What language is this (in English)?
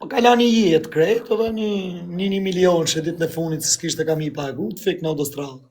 Albanian